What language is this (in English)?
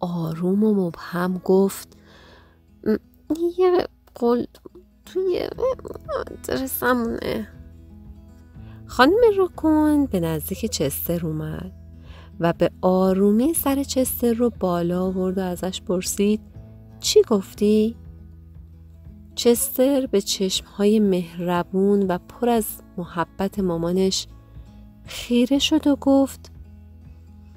Persian